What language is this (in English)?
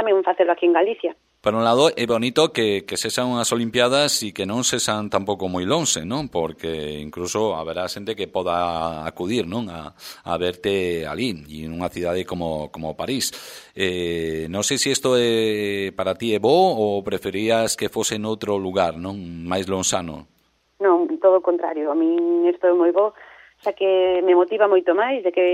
Galician